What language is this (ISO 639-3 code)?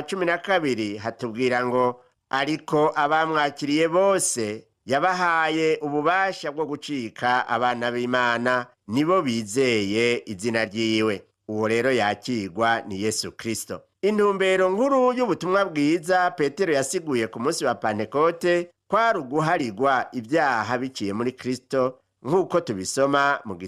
run